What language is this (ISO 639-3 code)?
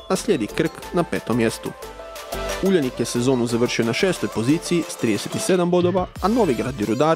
hrv